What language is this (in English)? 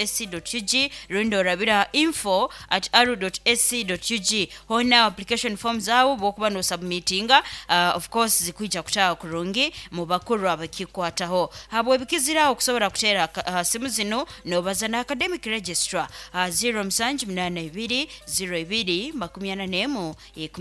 Nyoro